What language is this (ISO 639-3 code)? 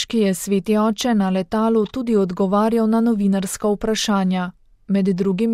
slv